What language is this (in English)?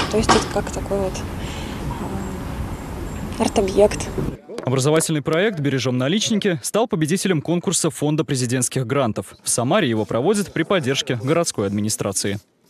Russian